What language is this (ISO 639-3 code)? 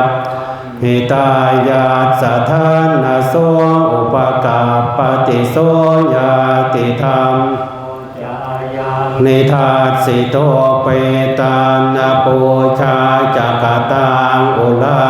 pli